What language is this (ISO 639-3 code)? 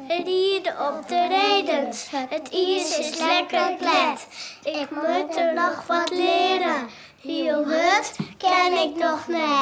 fry